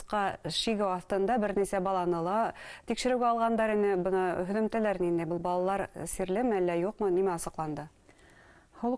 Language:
Bashkir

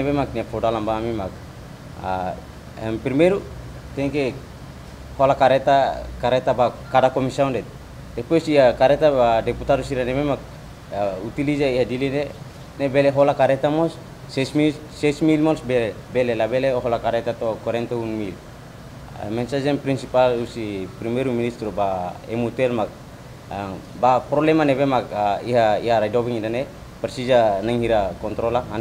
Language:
Tetum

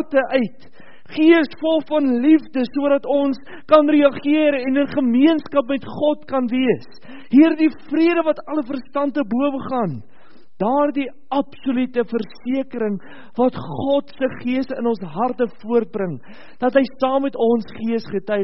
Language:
Afrikaans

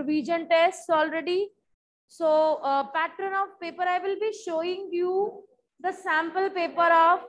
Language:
English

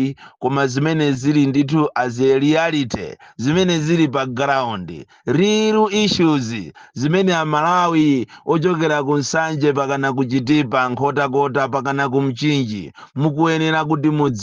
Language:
Nyanja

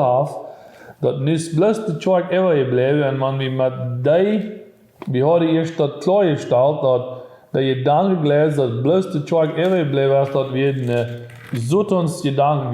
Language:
Plautdietsch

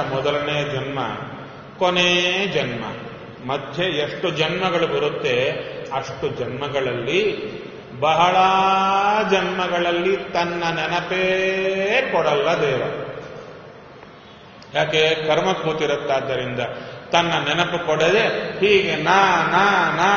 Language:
Kannada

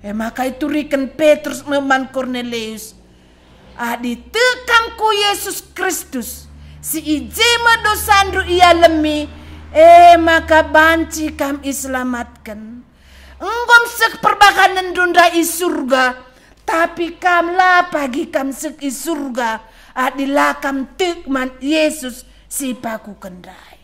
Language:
Batak Karo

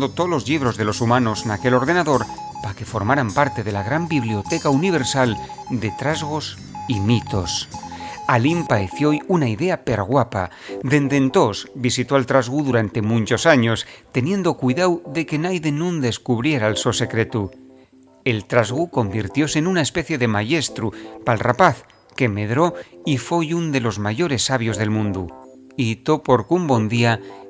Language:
Asturian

